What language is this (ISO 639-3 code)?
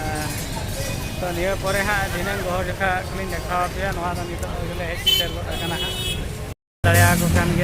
sat